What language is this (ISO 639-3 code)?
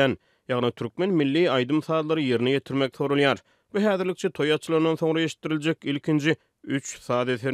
tuk